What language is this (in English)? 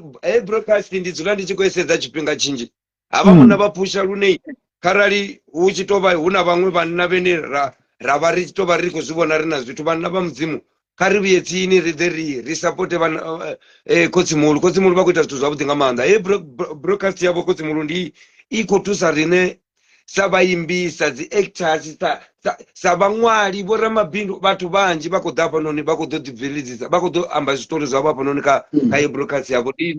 Venda